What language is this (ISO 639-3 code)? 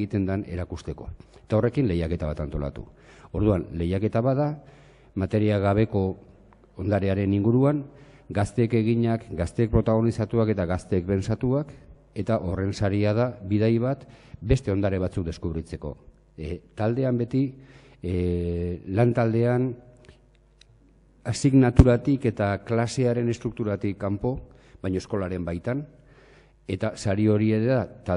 eus